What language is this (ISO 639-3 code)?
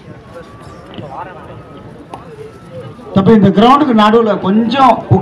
tam